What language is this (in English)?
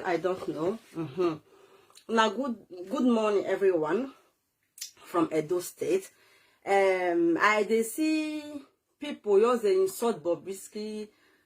Nigerian Pidgin